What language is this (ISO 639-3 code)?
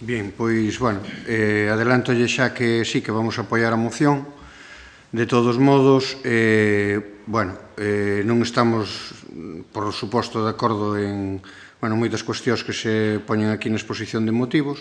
glg